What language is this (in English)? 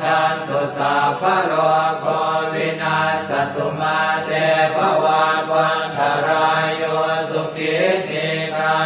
Pali